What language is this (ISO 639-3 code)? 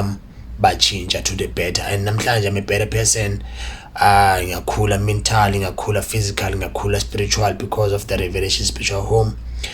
zul